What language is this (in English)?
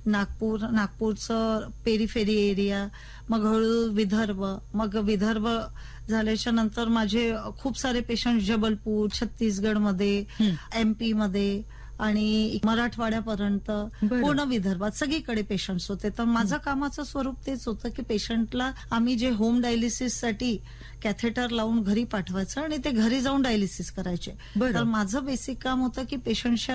Marathi